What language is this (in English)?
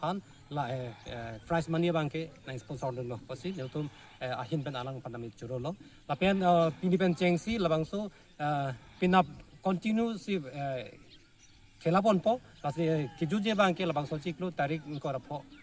Karbi